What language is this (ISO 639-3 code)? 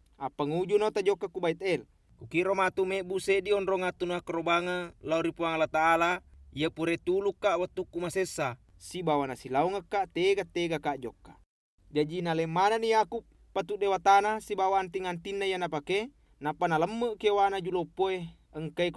bug